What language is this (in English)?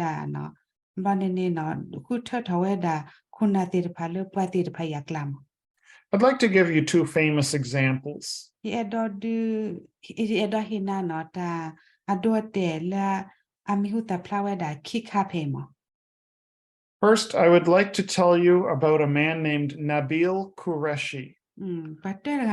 S'gaw Karen